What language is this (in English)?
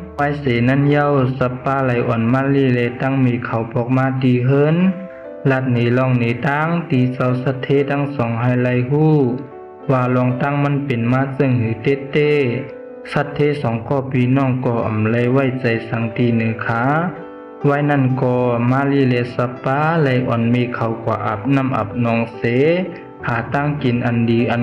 Shan